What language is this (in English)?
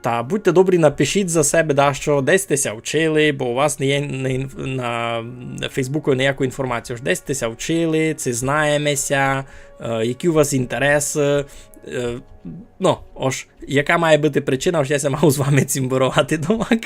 Rusyn